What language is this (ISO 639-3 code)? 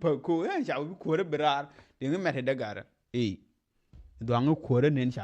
nus